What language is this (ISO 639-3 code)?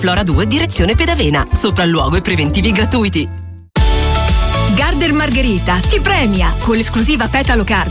ita